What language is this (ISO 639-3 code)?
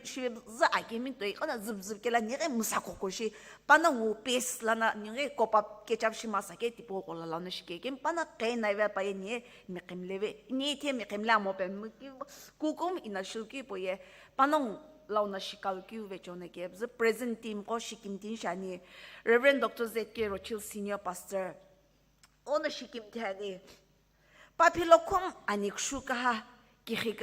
nsm